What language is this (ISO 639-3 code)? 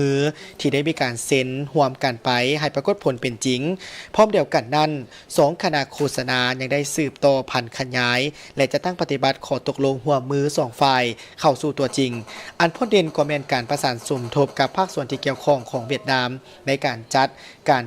lao